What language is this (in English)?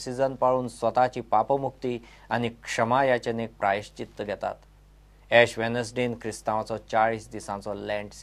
Konkani